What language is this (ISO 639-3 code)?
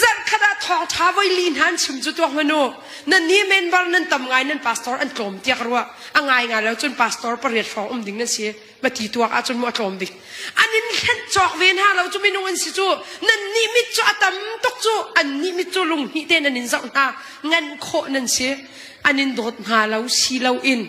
cnh